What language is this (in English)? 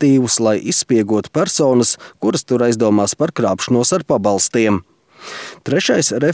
Latvian